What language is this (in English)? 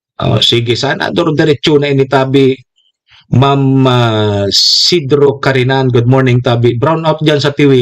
Bikol